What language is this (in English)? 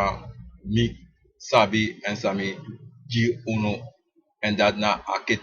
Sranan Tongo